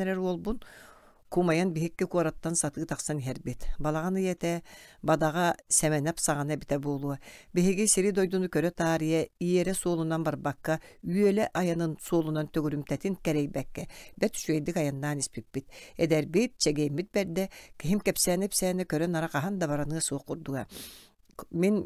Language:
Yakut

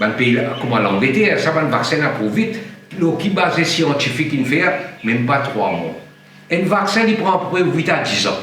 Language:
Morisyen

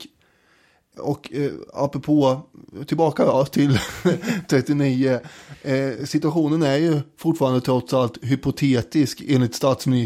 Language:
Swedish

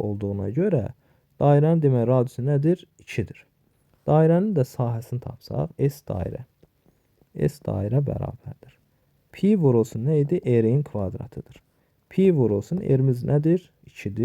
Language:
Azerbaijani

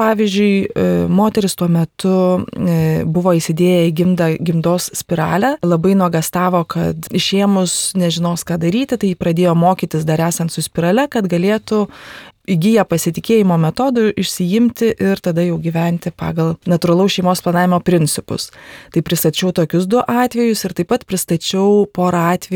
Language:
Lithuanian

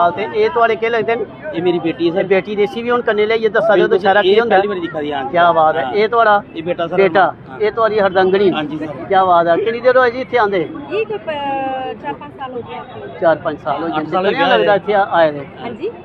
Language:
Dogri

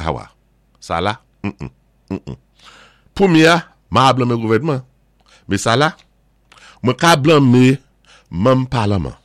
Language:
Saint Lucian Creole French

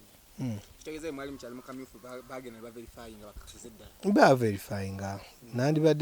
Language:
Ganda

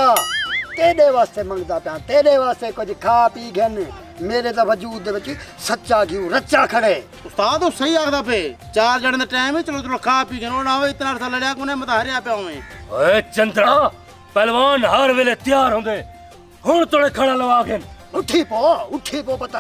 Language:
Saraiki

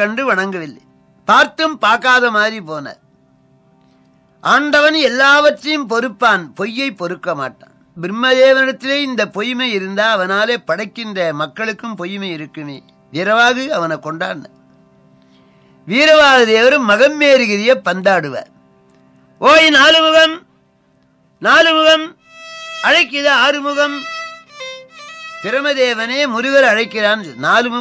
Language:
Tamil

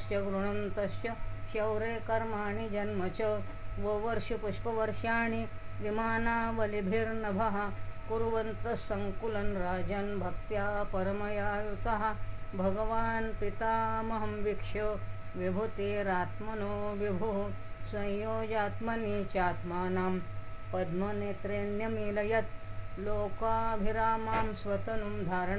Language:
Sanskrit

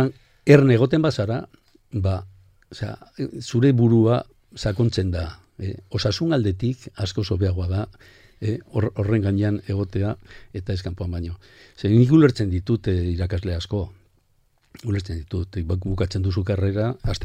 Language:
Basque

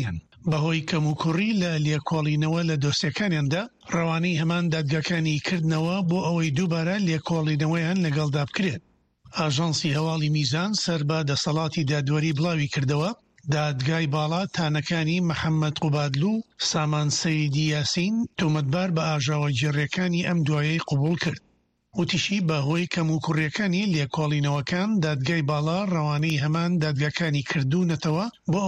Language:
Central Kurdish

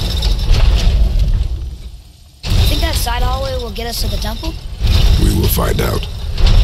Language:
English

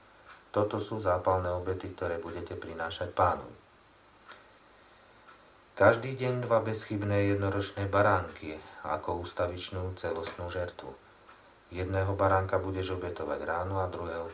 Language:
Slovak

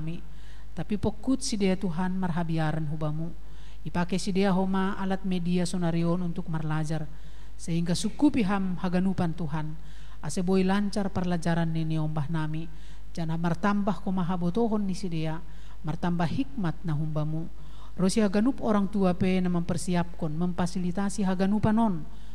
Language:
Batak Simalungun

